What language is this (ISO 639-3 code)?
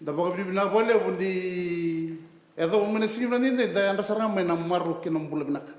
fij